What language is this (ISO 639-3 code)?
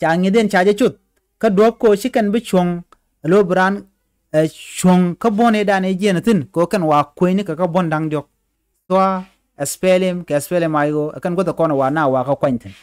nus